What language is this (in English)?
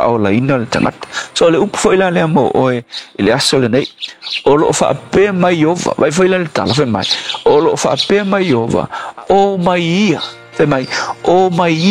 Samoan